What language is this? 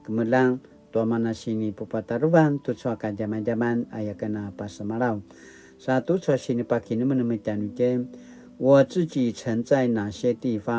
Paiwan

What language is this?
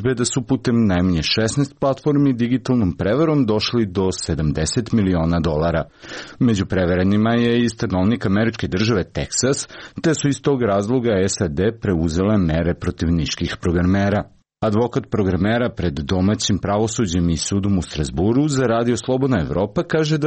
Serbian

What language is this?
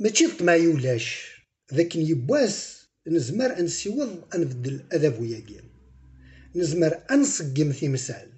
Kabyle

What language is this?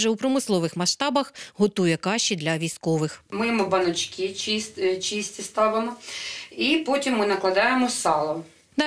Ukrainian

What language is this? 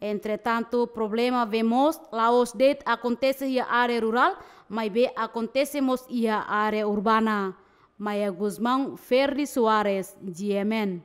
Tetum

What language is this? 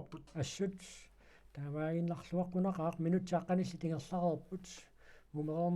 Kalaallisut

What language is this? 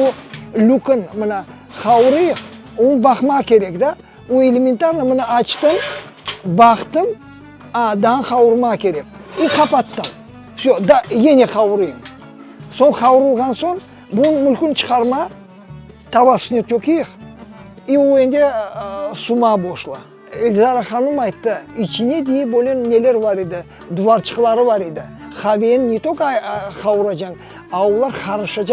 Crimean Tatar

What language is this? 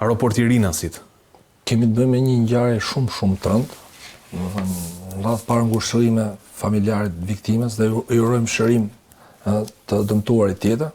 Albanian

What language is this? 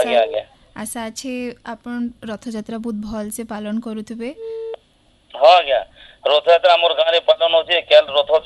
Odia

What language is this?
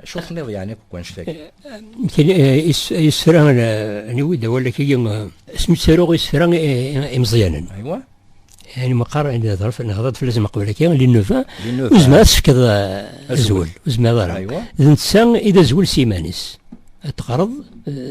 Kabyle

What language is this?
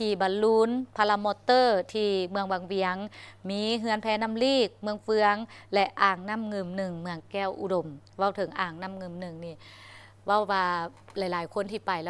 Lao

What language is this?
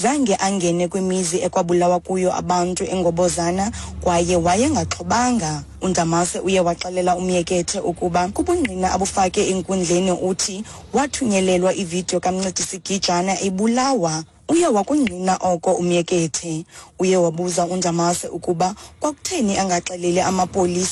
Xhosa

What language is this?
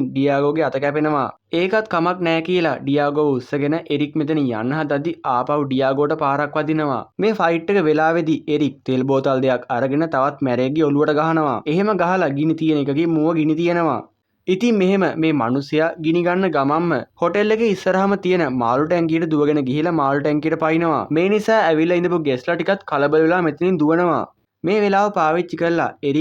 Sinhala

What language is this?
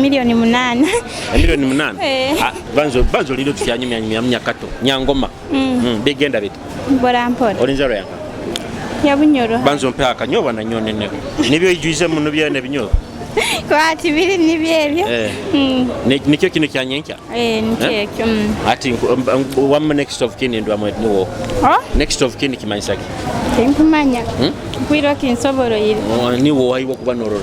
Nyoro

